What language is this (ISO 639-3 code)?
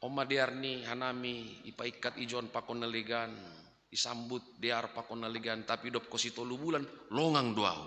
bts